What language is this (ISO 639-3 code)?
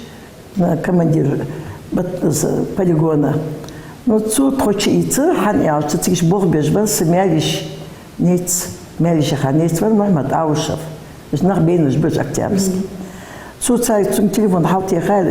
inh